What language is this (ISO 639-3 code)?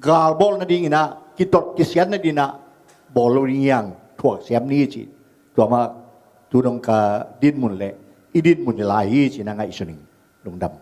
ctd